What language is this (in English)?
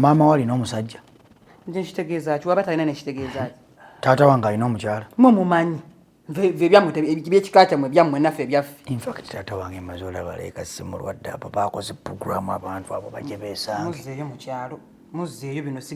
Ganda